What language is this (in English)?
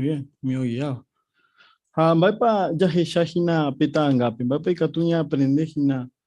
Guarani